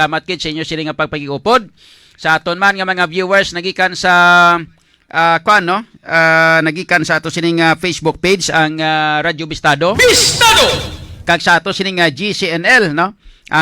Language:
Hiligaynon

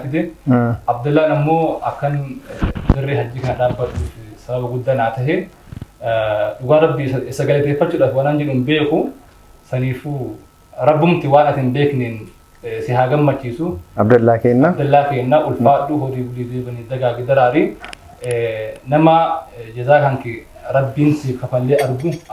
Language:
Oromo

